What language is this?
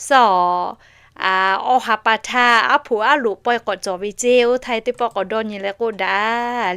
Lahu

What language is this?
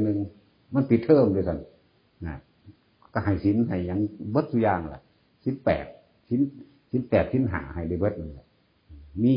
Northeastern Thai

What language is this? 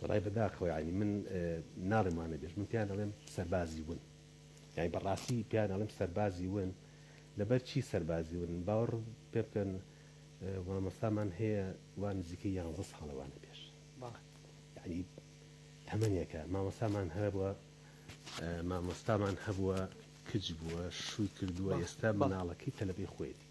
Central Kurdish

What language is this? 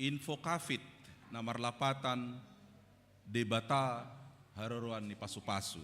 Batak Toba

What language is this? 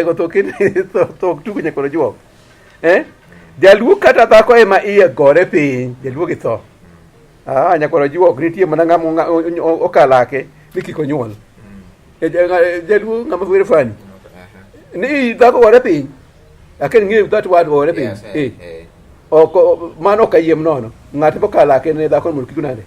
Luo (Kenya and Tanzania)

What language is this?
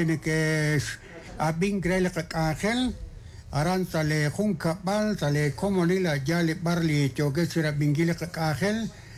Kekchí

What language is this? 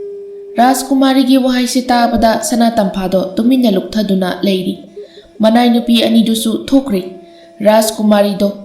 Manipuri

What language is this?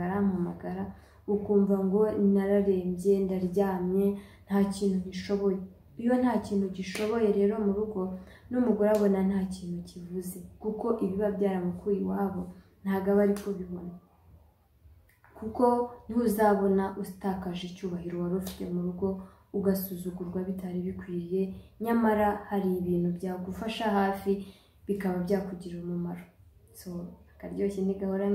Kinyarwanda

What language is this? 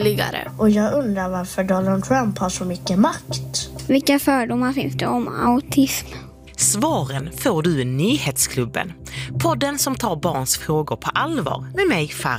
Swedish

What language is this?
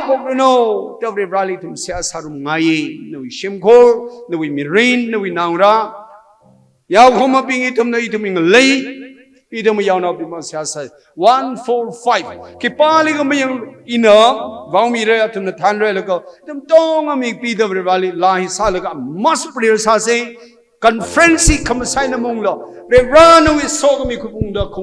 Tangkhul Naga (India)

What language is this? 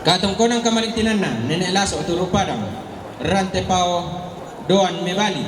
Toraja-Sa'dan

